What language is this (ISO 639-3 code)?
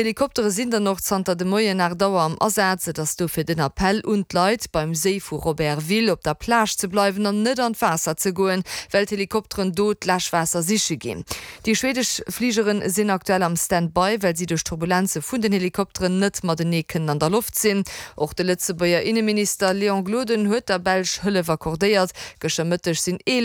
ltz